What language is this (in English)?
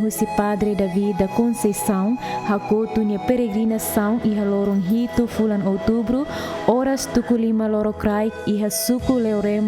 Tetum